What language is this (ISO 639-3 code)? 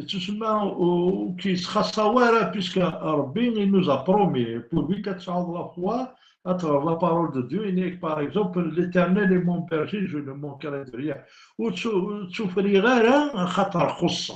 kab